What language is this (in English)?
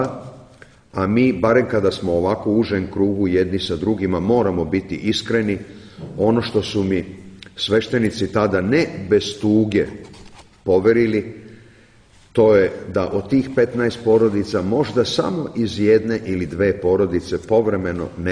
Serbian